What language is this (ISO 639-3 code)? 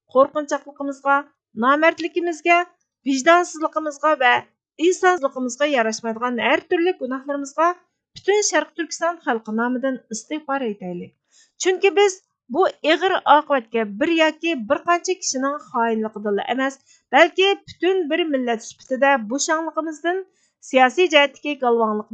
uig